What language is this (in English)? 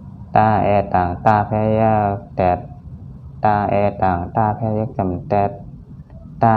Shan